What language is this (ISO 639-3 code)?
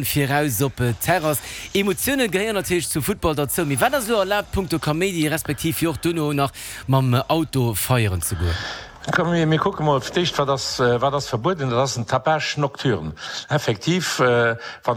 ltz